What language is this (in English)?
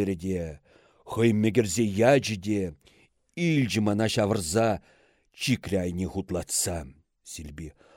Chuvash